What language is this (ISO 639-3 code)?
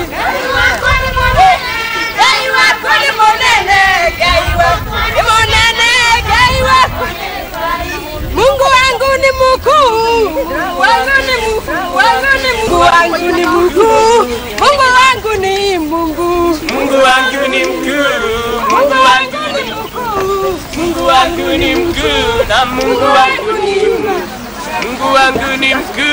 swa